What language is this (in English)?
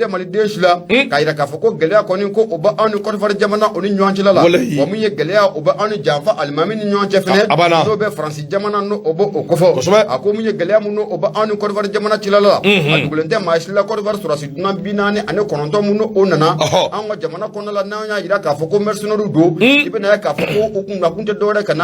Bambara